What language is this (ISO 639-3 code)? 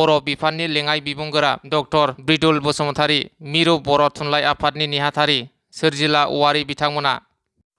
brx